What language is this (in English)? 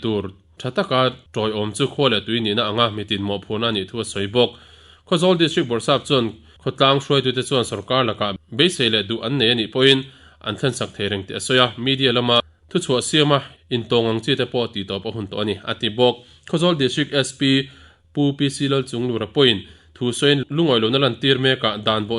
Mizo